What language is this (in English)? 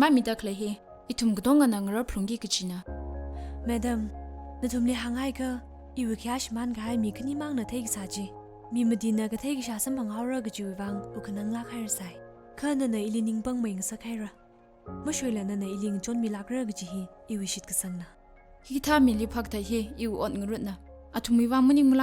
Tangkhul Naga (India)